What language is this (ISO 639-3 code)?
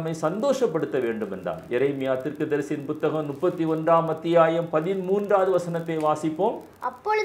tam